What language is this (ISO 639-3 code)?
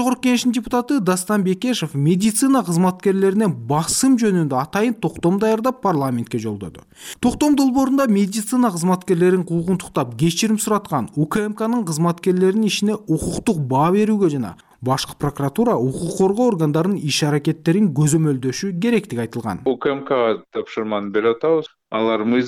kir